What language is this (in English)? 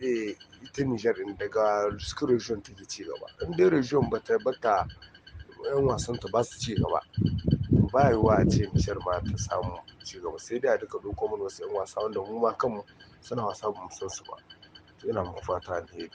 Hausa